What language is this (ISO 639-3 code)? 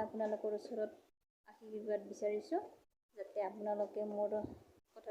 asm